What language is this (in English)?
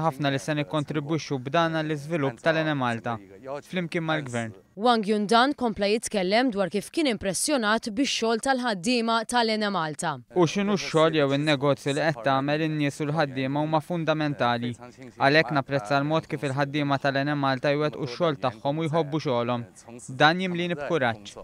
Maltese